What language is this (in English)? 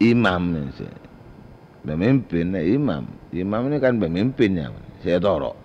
Madurese